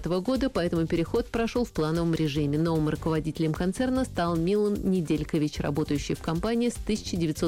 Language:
Russian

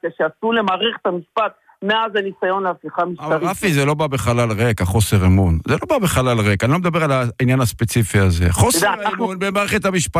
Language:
Hebrew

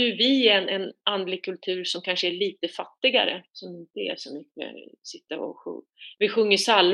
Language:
Swedish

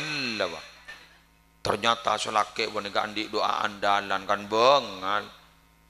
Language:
Madurese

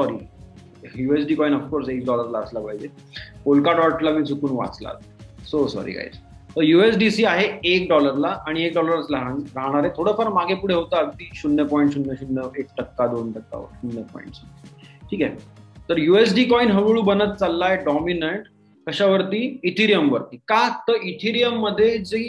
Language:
Marathi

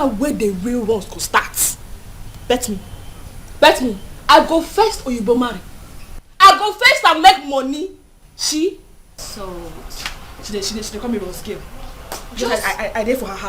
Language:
Nigerian Pidgin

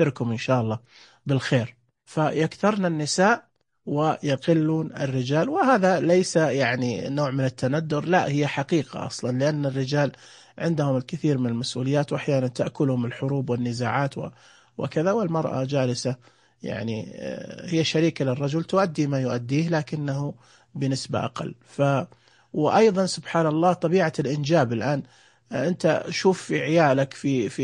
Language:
Najdi Arabic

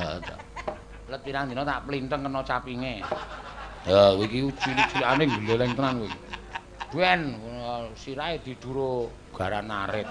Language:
Javanese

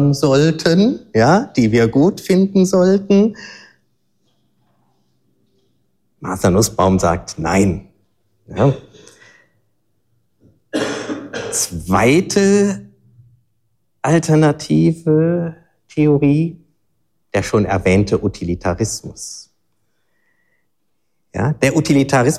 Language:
German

